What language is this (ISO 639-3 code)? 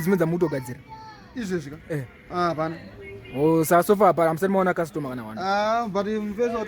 sna